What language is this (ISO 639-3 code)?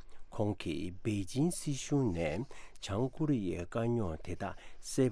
bod